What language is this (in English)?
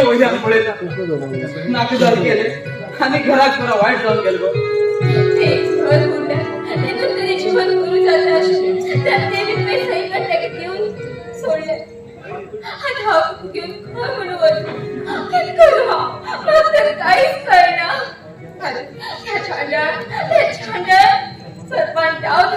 Konkani